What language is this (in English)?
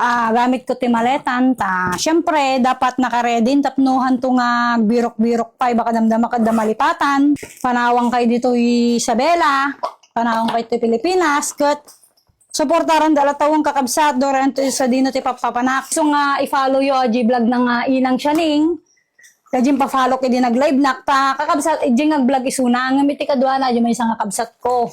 Iloko